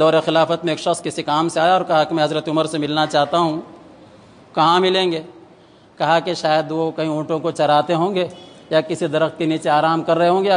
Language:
Urdu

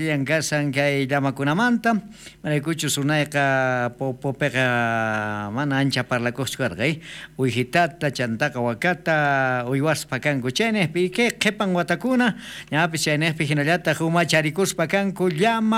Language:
South Bolivian Quechua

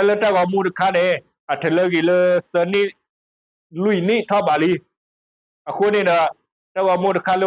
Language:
S'gaw Karen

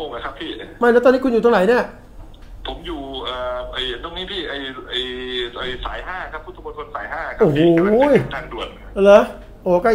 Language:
Thai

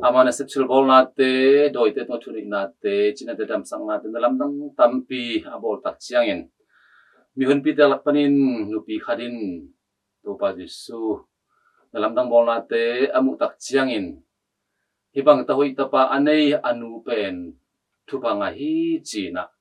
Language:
Tedim Chin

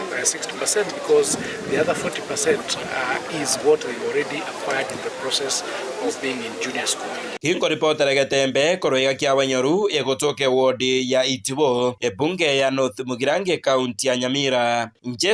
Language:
Gusii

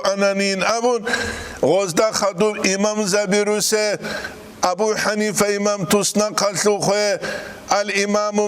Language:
Avaric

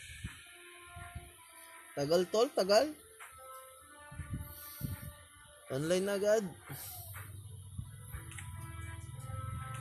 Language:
Filipino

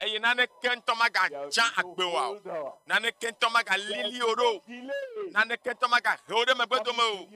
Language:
Ewe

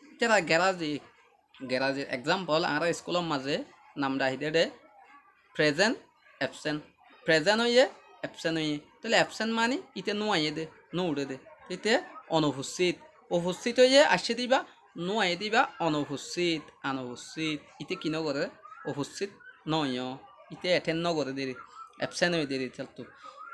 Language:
Rohingya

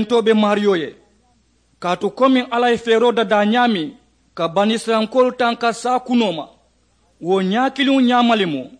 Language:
Mandingo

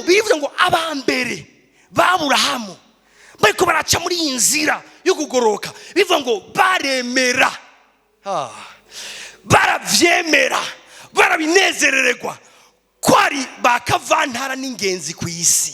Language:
Rundi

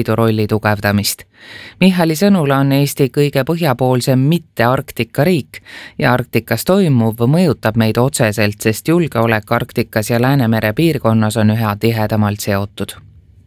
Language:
Estonian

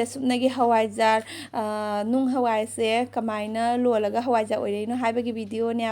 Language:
Manipuri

